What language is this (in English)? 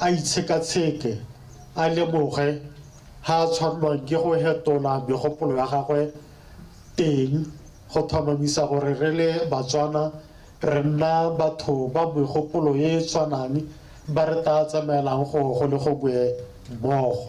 Tswana